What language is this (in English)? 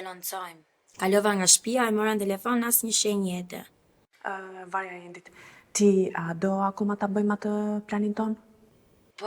Albanian